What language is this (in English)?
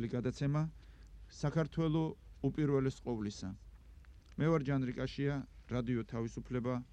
Georgian